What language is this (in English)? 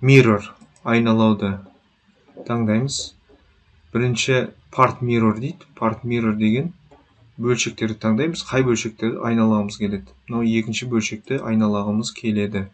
Kazakh